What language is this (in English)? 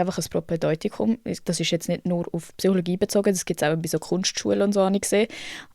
Swiss German